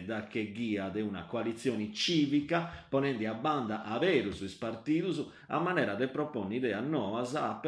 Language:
Sardinian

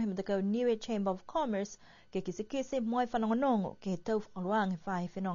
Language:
Niuean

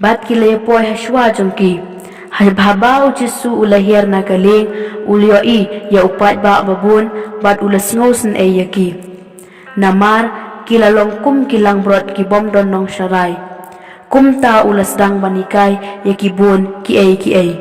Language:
Khasi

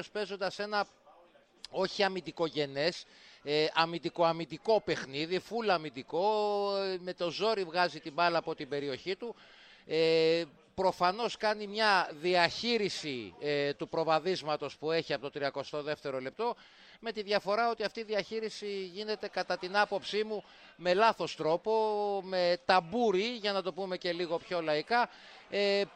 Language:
Greek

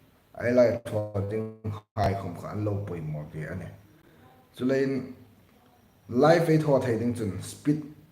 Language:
Hmar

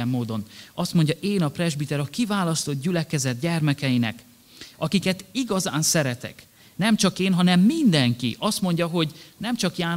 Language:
Hungarian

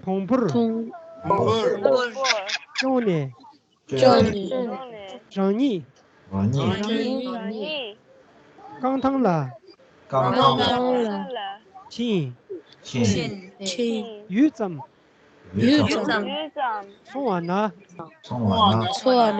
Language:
Tibetan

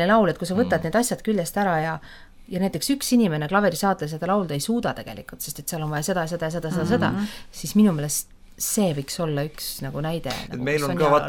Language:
Estonian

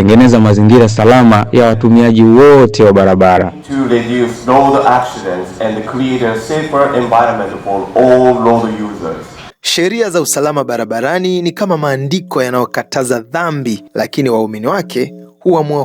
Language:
Swahili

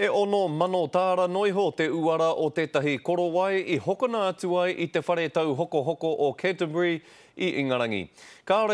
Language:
Māori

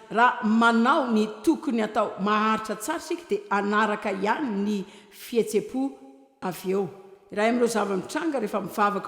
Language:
Malagasy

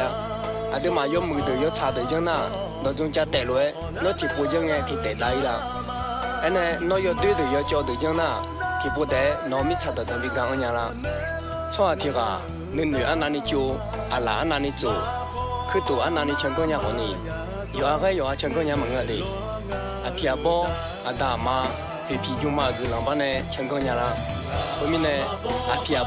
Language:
Akha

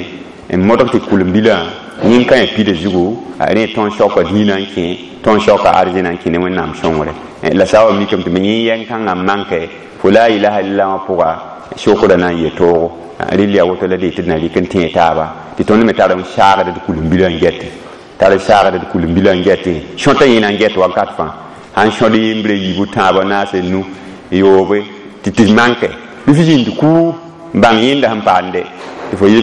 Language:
Mossi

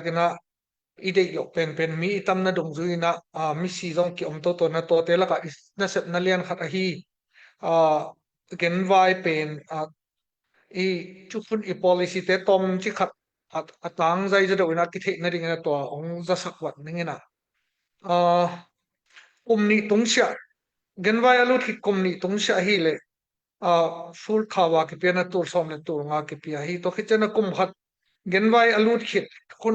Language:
Tedim Chin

